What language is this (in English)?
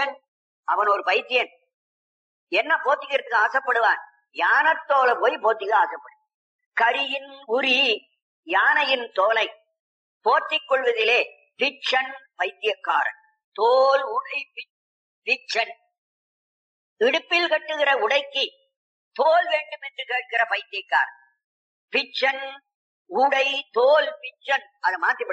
Tamil